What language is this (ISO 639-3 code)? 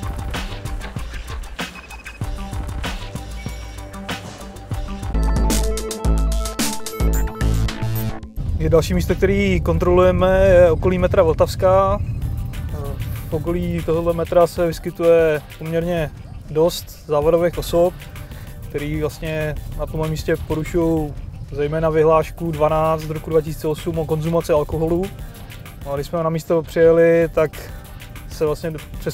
ces